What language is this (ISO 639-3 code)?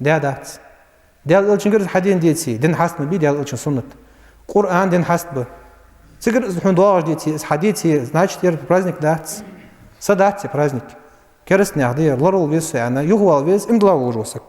inh